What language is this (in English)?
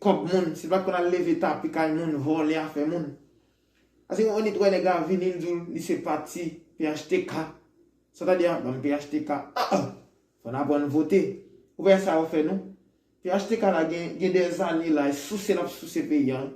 Haitian Creole